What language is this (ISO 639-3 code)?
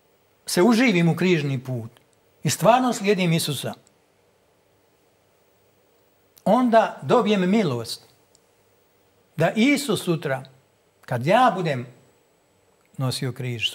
hrv